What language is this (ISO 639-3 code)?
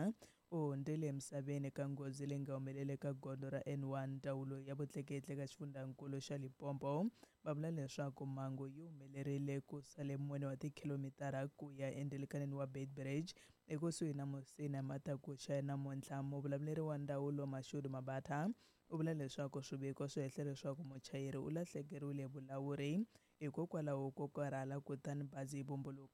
tso